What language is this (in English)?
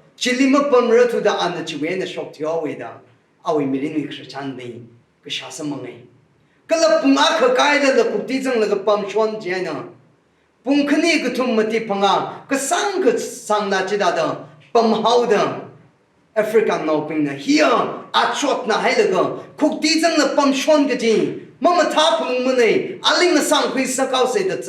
Tangkhul Naga (India)